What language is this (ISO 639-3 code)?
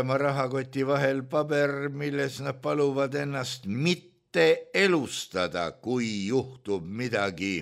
est